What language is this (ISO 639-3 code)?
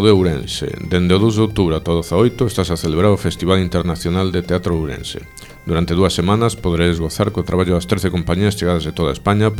glg